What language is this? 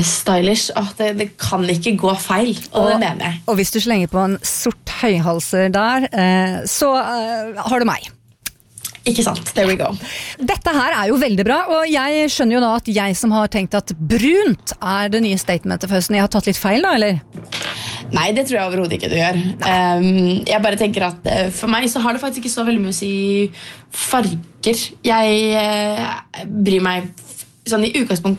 Norwegian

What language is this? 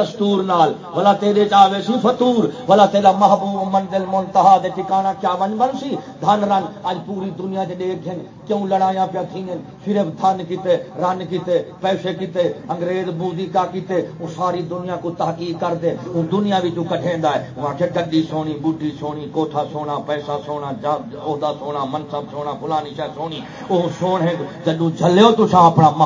Saraiki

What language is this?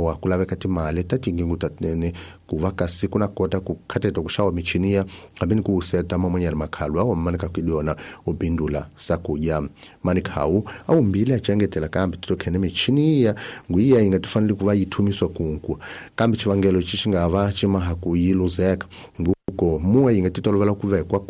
Tsonga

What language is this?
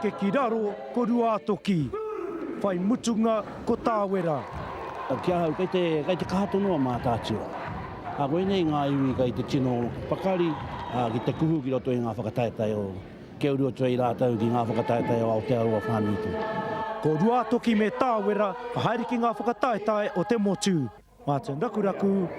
Māori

